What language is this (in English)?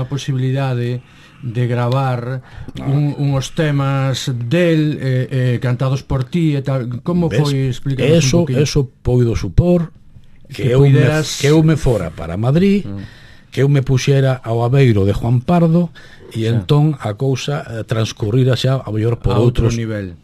Galician